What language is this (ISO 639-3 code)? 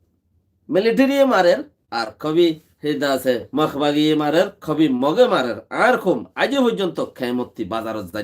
rhg